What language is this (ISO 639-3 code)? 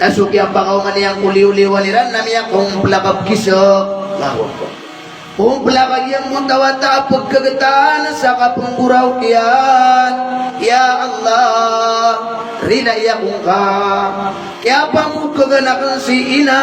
mrw